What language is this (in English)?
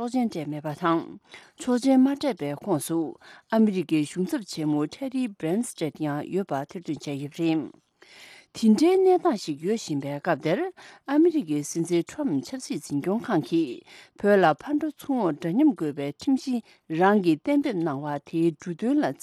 Tibetan